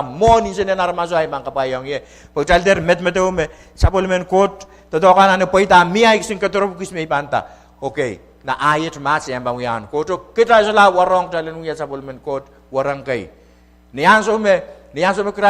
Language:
Pohnpeian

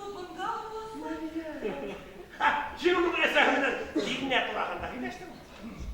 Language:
Bashkir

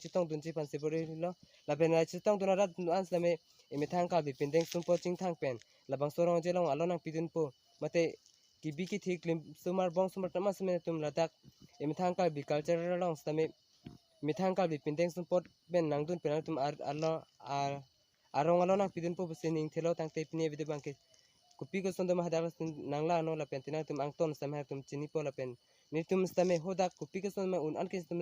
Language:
Karbi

